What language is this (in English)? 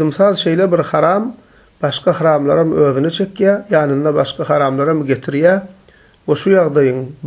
Turkmen